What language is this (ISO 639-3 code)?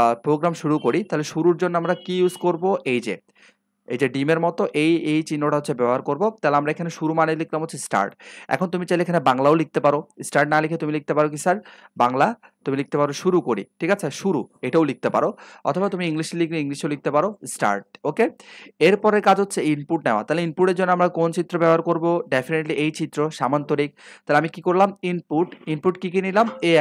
ben